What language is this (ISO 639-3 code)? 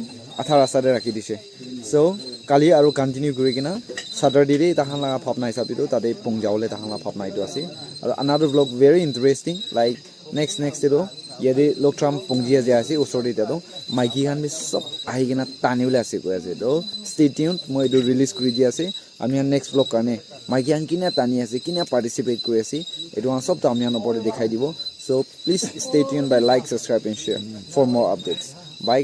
nag